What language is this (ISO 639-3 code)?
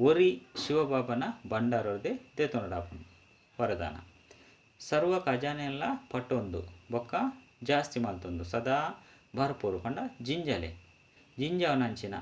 tcy